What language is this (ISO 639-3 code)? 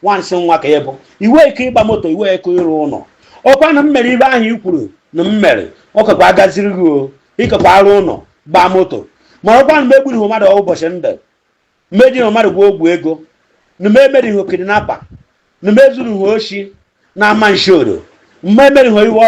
ibo